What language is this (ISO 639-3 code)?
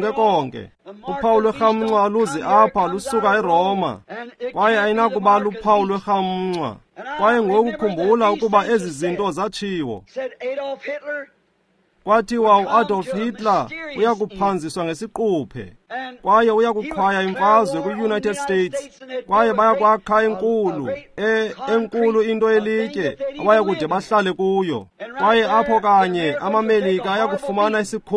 xho